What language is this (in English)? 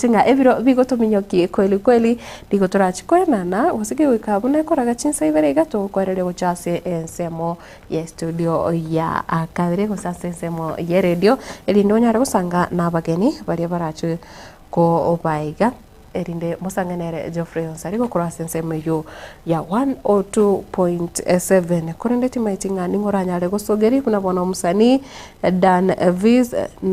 Gusii